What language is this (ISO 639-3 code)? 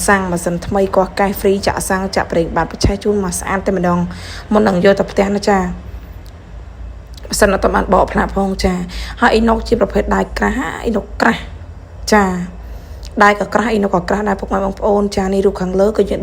khm